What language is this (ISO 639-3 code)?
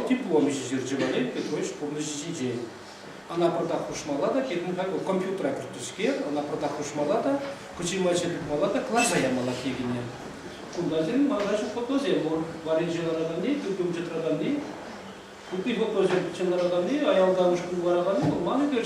chv